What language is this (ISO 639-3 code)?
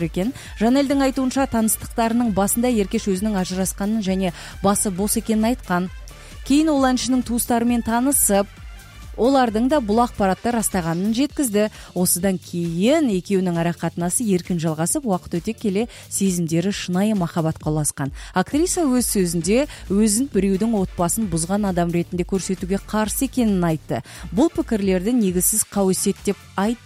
kaz